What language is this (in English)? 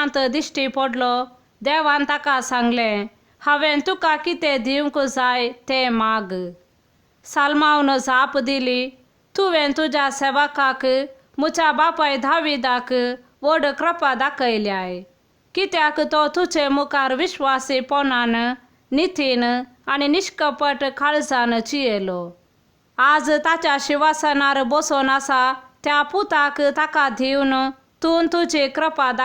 Konkani